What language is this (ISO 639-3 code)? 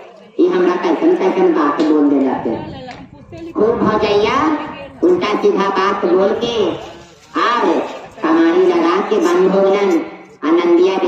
mag